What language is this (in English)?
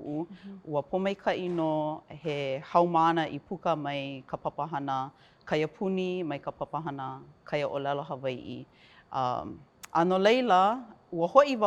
Hawaiian